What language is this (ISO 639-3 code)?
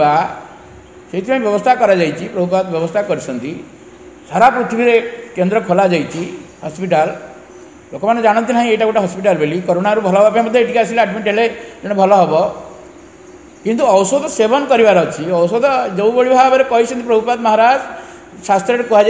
ori